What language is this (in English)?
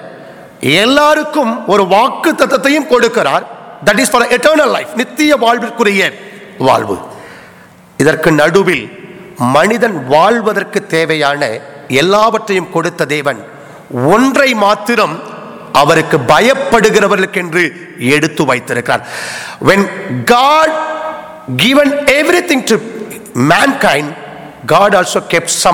Tamil